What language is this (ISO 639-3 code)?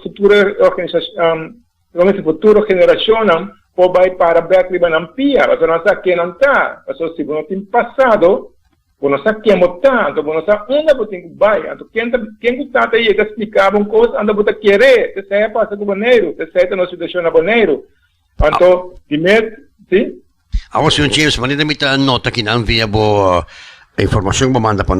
pap